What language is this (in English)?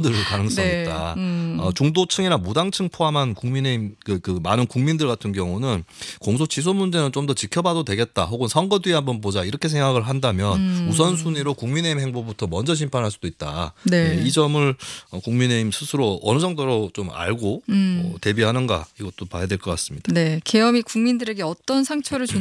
Korean